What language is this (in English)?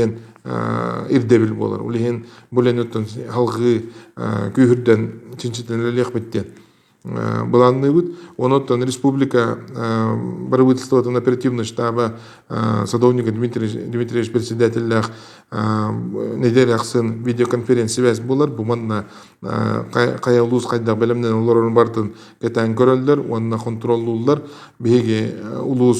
Yakut